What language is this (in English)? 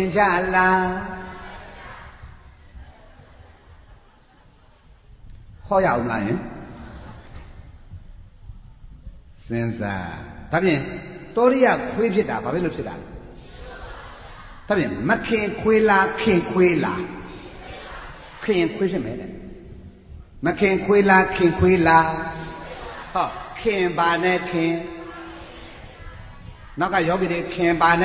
Burmese